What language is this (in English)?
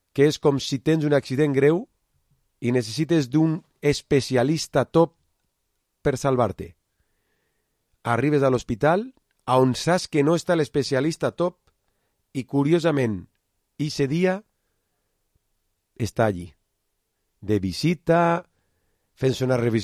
Catalan